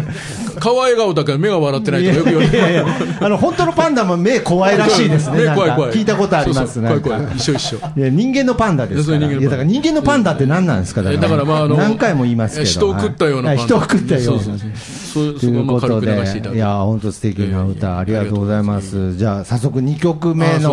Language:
Japanese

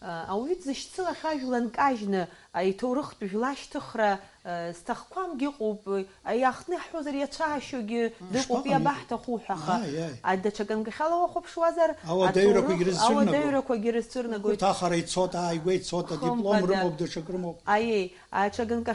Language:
Abkhazian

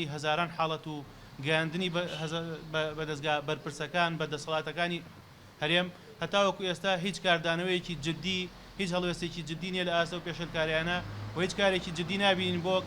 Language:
Central Kurdish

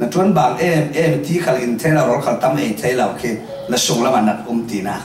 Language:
Falam Chin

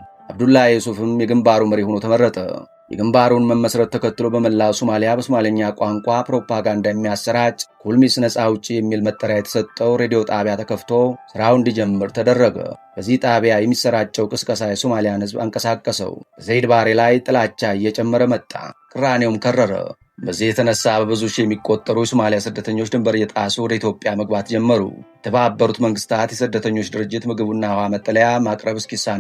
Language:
Amharic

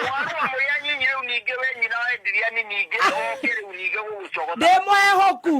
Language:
Kikuyu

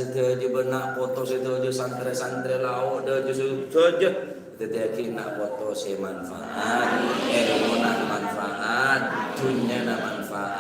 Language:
Madurese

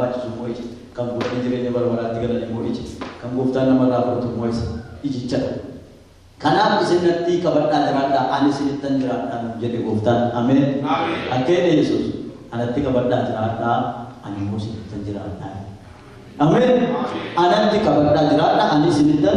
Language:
Oromo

